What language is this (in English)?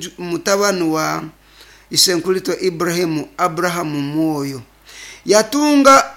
Nyoro